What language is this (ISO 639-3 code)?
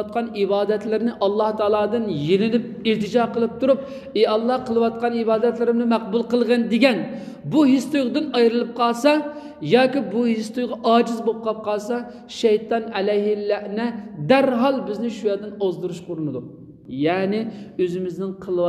uig